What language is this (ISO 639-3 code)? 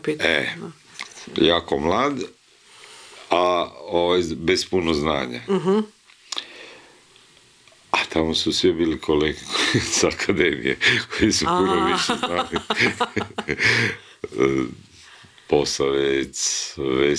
hrv